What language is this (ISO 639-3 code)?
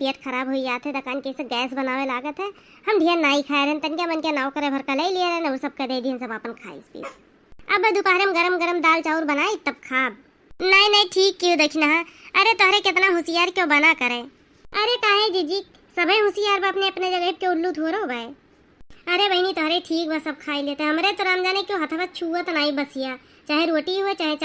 awa